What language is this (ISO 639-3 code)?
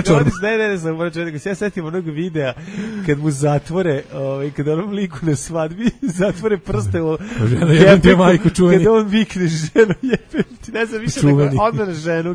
srp